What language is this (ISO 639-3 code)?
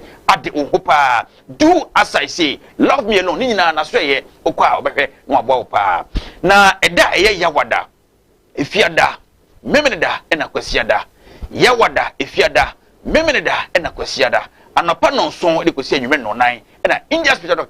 aka